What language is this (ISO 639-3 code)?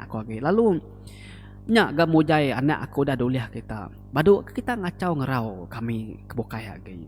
iba